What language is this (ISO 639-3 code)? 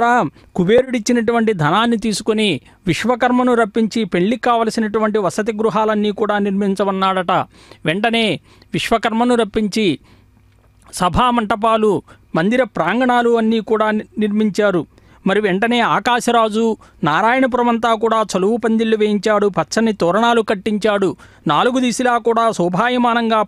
tel